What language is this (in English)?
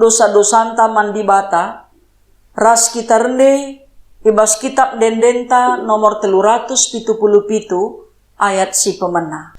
Batak Karo